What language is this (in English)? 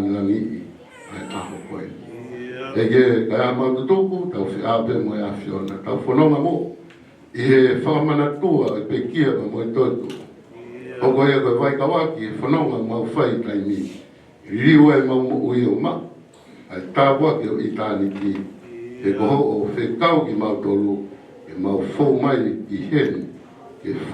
Tongan